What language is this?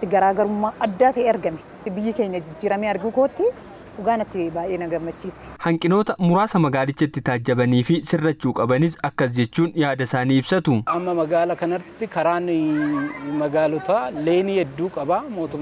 Oromo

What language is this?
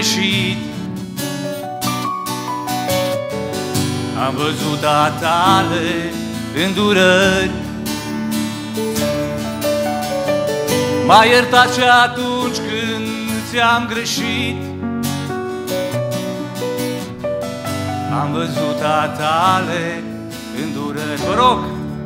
Romanian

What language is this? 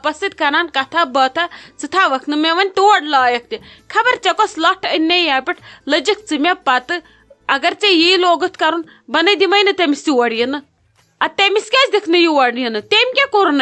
Kashmiri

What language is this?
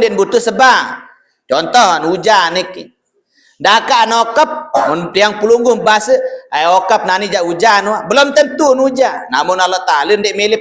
Sasak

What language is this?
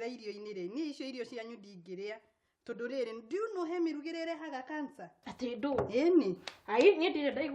Kikuyu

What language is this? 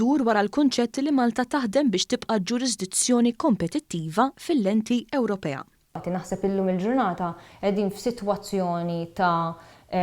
Maltese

